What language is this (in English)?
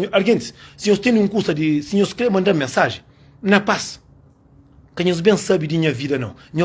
Kabuverdianu